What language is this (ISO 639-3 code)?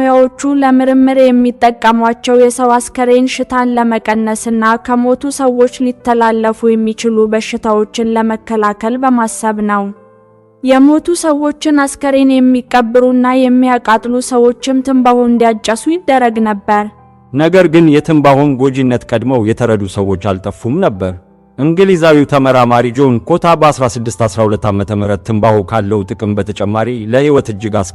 amh